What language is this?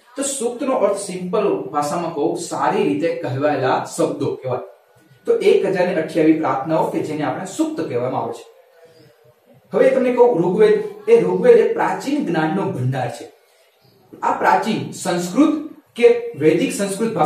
Gujarati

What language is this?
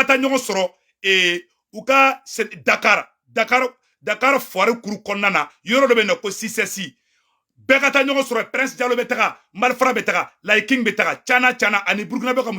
Bambara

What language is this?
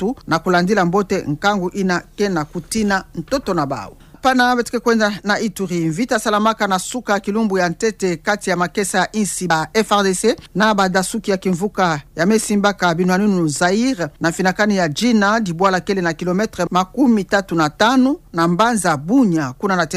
Kituba (Democratic Republic of Congo)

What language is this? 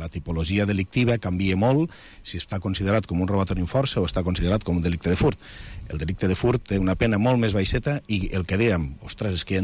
Catalan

